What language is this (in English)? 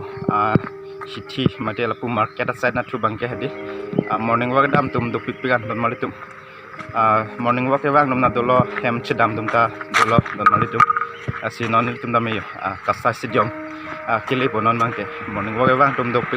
Karbi